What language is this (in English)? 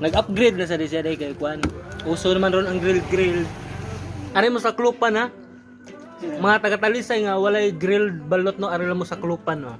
Cebuano